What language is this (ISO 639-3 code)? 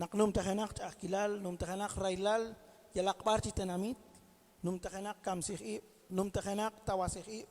kek